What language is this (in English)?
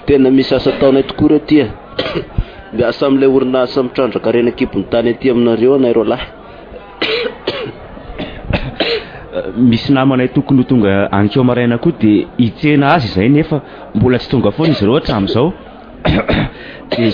Malagasy